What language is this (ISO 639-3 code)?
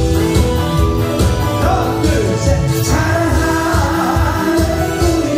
kor